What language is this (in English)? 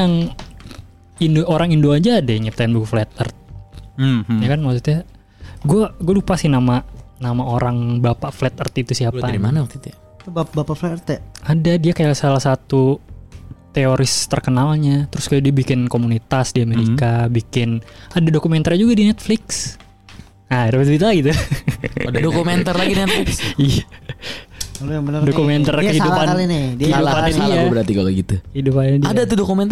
Indonesian